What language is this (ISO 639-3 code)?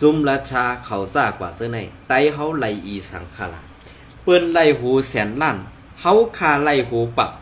shn